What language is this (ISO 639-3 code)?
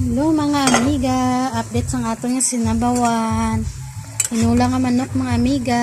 hil